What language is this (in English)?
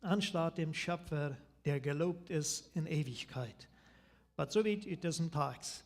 Plautdietsch